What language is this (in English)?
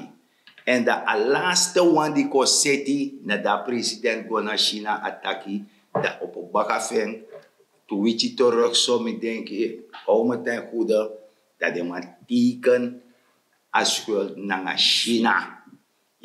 Sranan Tongo